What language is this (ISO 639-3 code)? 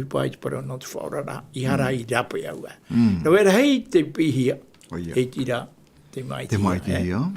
tah